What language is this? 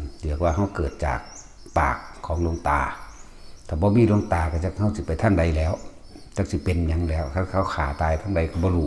Northeastern Thai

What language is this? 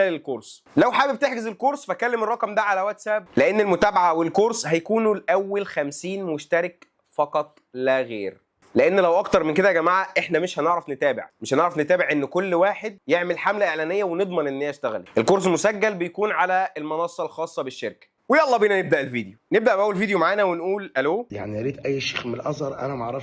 Egyptian Arabic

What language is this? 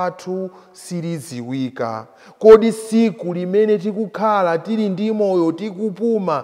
Nyanja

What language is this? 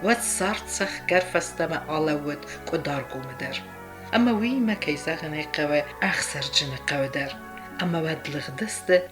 Ossetic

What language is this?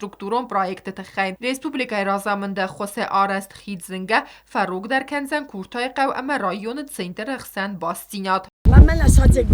Ossetic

